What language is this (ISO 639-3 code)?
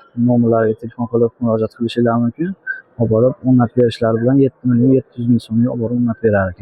uzb